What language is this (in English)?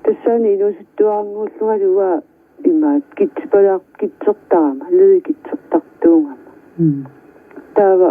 Kalaallisut